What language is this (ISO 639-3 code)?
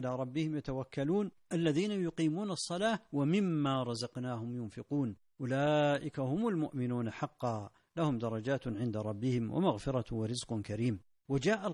ara